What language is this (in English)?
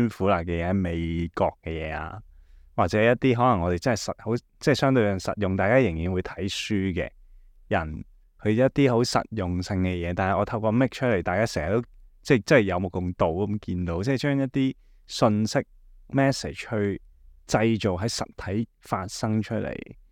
Cantonese